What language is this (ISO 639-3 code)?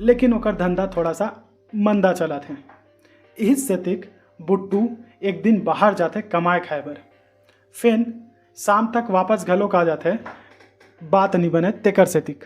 hne